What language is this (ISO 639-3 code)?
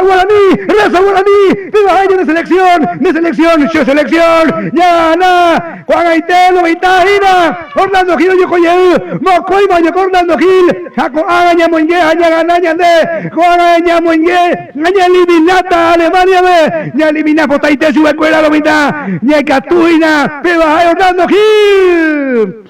grn